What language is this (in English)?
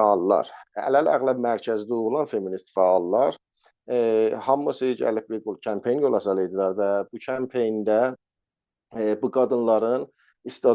South Azerbaijani